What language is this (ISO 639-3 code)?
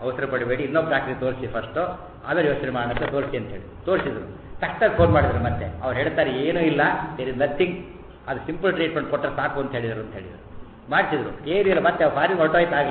kan